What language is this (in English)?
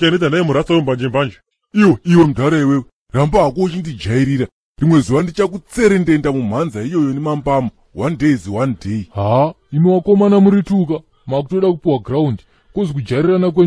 Shona